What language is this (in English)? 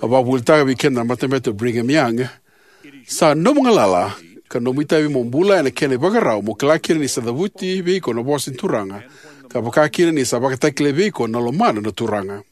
Fijian